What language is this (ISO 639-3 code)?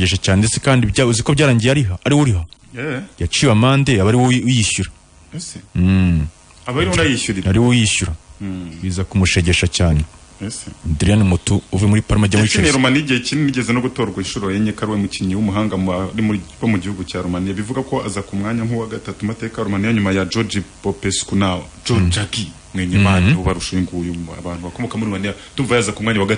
kin